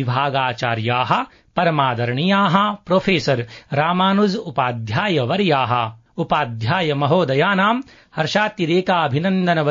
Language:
Sanskrit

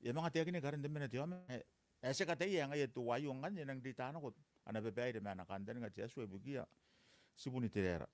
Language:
Gilbertese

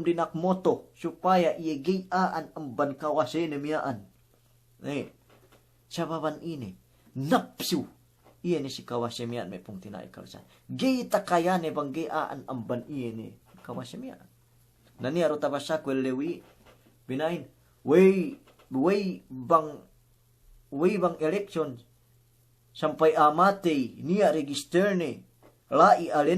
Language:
Yakan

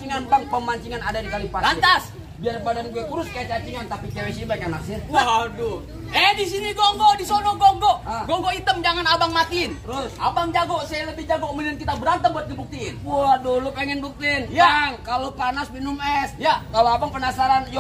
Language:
Betawi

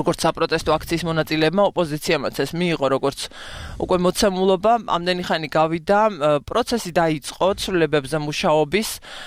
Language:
Georgian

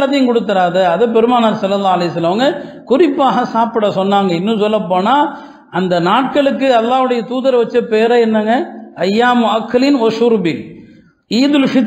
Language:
Tamil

